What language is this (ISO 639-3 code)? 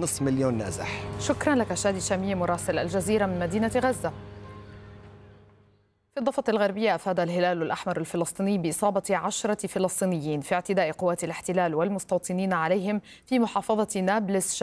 ara